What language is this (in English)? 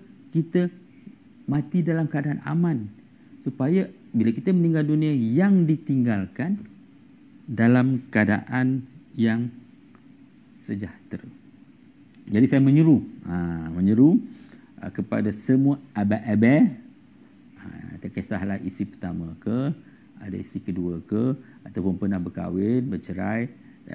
Malay